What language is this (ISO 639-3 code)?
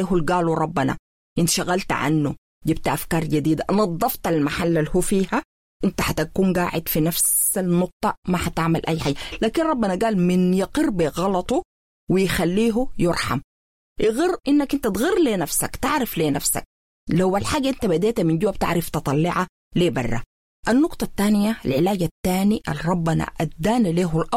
apd